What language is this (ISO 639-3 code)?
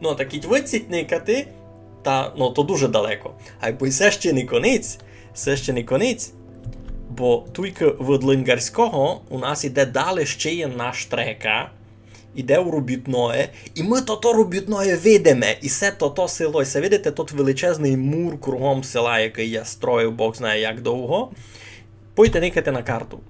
rue